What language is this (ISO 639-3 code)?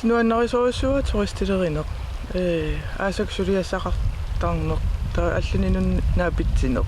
kal